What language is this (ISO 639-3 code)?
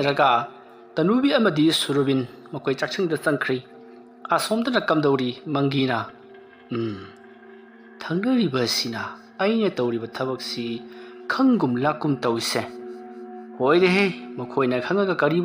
mni